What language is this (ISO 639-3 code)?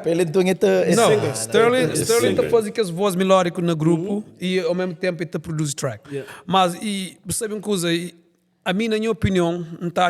kea